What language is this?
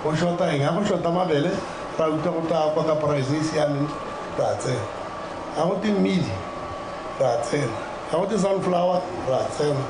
Tswana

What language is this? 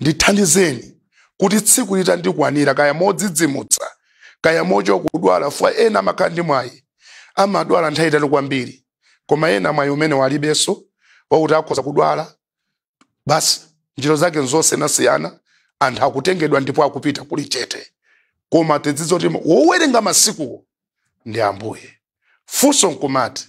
Nyanja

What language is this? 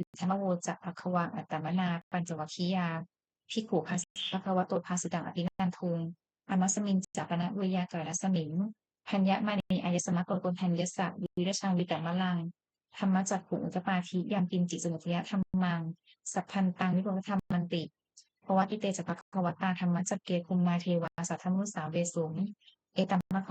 Pali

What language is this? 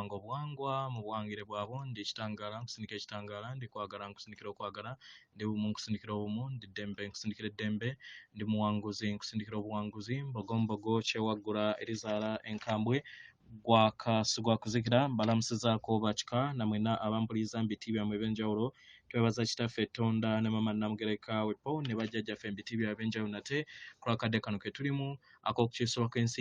Ganda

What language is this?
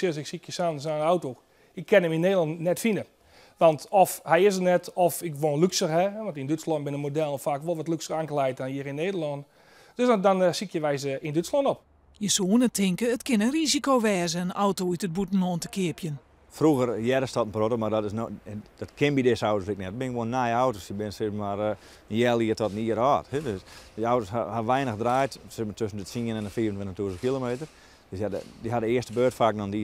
Western Frisian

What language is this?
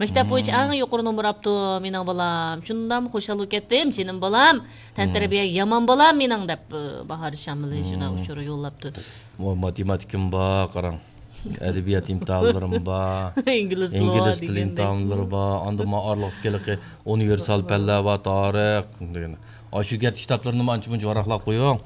Uyghur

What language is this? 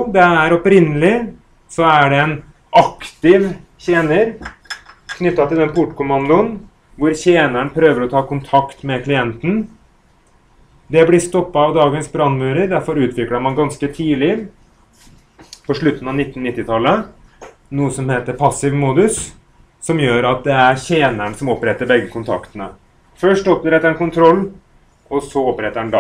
Norwegian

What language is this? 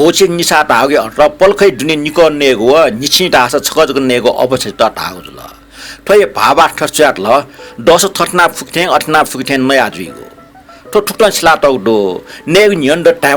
Newari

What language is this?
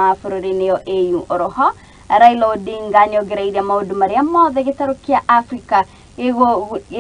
Kikuyu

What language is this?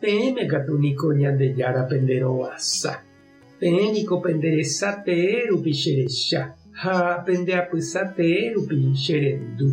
Guarani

